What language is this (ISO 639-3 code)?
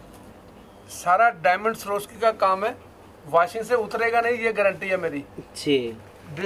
hin